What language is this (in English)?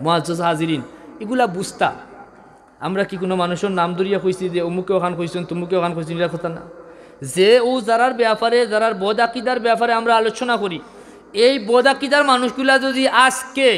Sylheti